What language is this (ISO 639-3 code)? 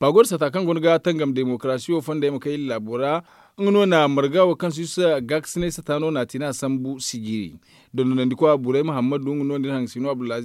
dje